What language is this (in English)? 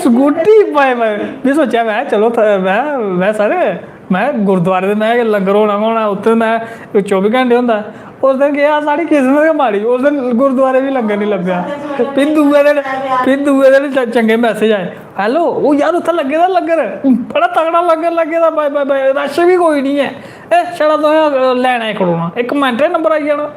Dogri